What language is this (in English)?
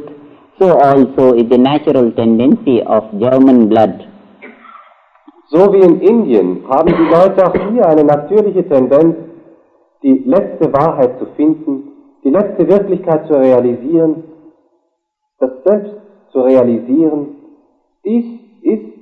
German